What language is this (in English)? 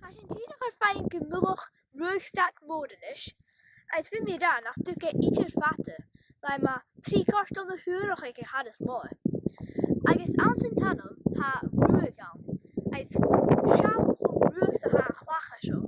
Scottish Gaelic